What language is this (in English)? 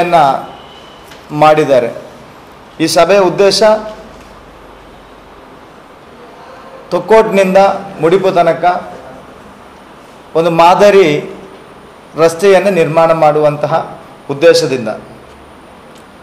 Kannada